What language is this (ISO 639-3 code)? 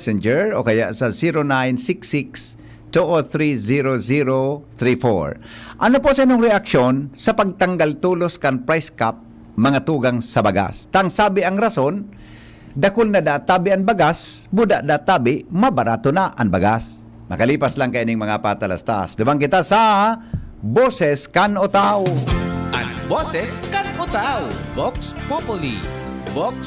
bik